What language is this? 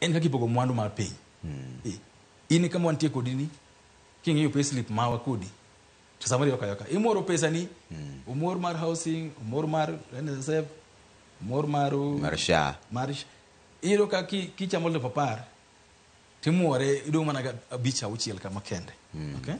Luo (Kenya and Tanzania)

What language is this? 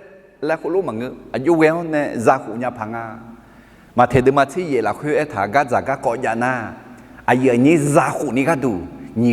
Akha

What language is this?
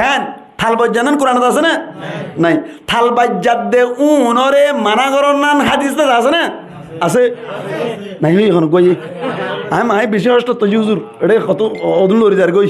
Rohingya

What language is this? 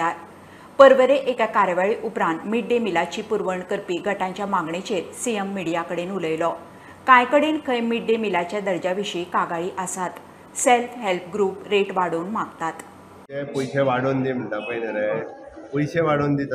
Konkani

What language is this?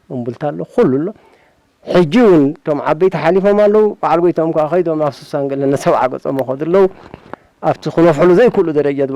Tigrinya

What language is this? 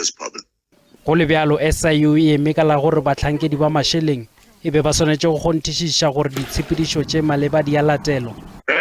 Northern Sotho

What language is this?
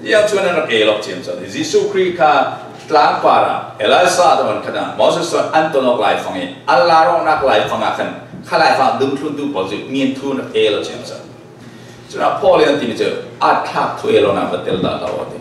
Falam Chin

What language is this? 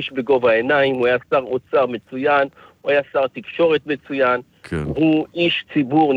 Hebrew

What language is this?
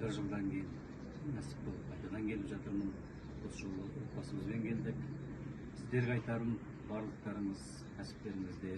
Kazakh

